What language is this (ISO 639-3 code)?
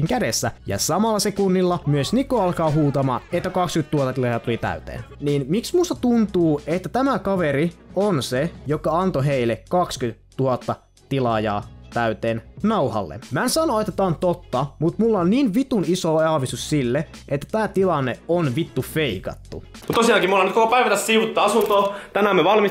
fin